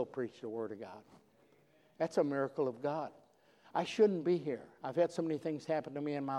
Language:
English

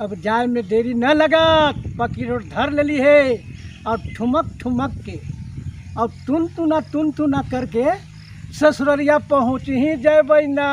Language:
Magahi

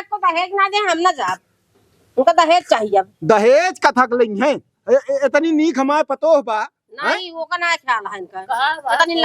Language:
Awadhi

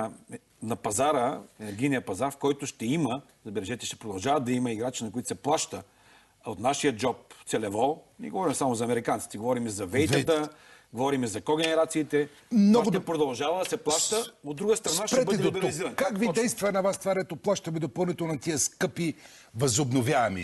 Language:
Bulgarian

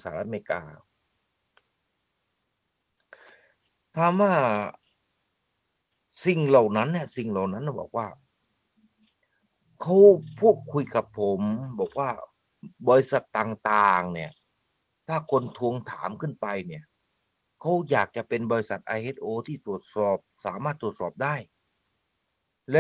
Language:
Thai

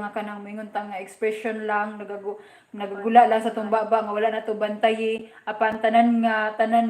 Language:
Cebuano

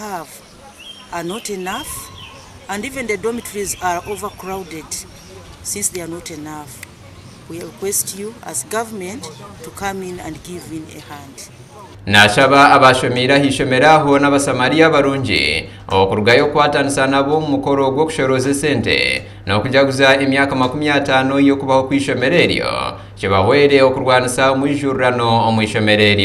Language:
Nyankole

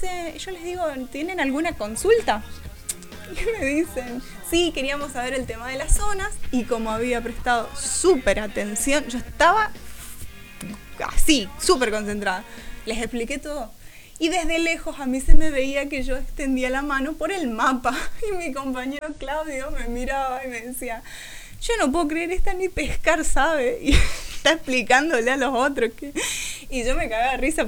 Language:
Spanish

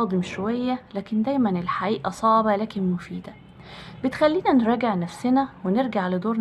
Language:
Egyptian Arabic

